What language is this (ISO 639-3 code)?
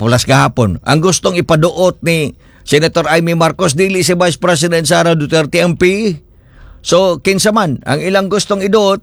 ceb